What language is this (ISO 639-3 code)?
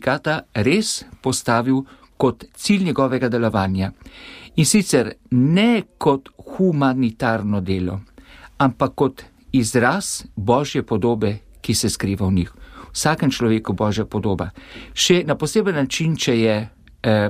slv